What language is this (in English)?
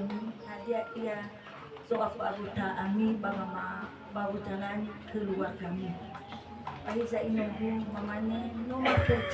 Nias